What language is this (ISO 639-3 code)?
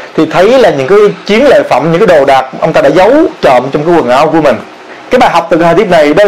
vie